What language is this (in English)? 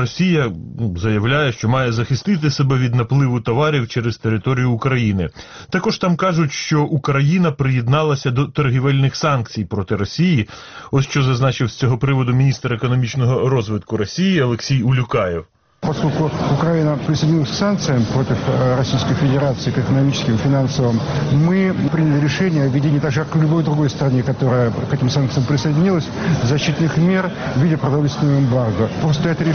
Ukrainian